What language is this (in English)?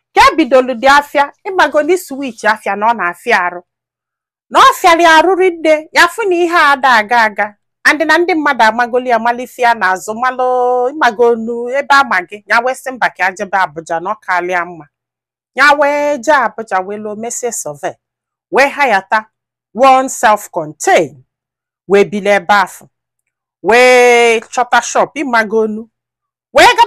Igbo